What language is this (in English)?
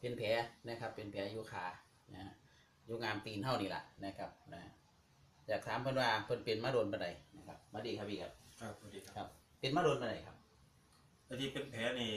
Northeastern Thai